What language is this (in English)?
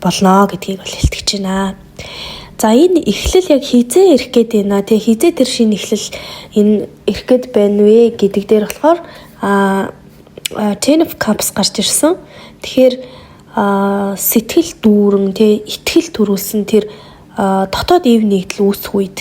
Mongolian